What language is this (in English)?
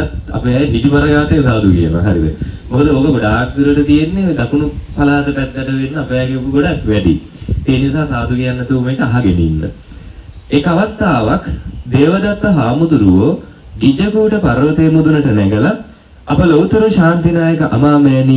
Sinhala